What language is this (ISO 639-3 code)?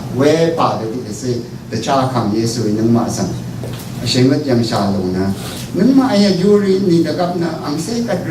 raw